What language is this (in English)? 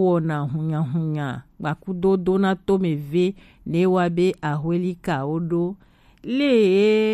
Gen